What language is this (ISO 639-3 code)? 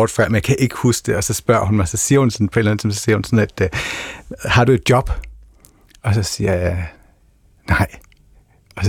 dan